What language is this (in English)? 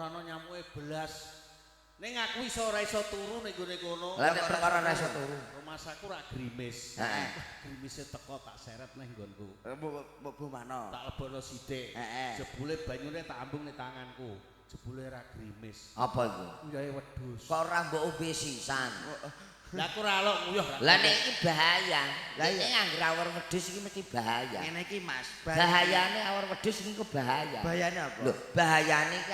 Javanese